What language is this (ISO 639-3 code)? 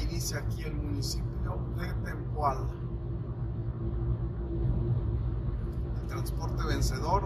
spa